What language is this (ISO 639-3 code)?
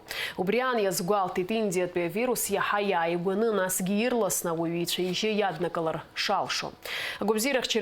abk